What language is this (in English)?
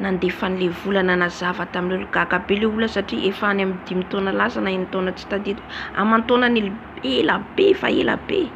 Malagasy